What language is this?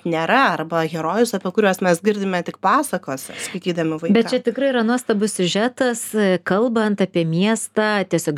Lithuanian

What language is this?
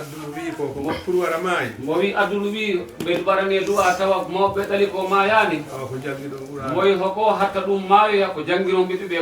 Fula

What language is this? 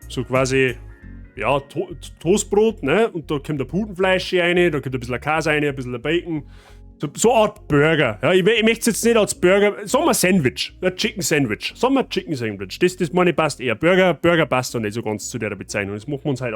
Bavarian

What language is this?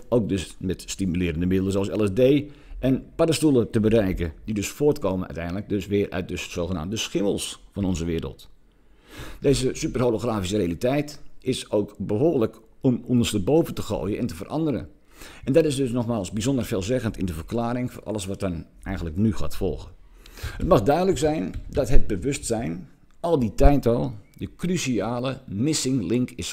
Dutch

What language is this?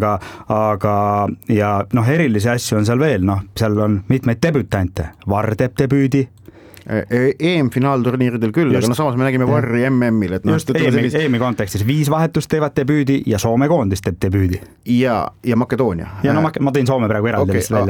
Estonian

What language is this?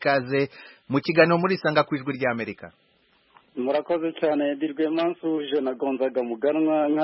Kinyarwanda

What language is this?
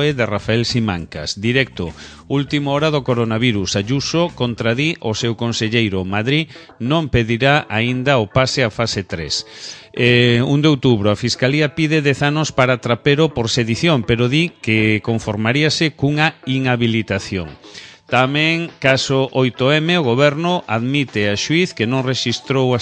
Galician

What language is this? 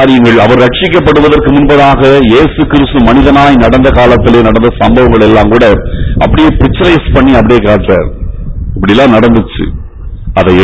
Tamil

